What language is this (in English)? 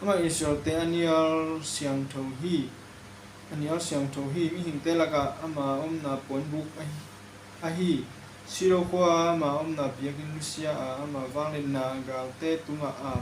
Tedim Chin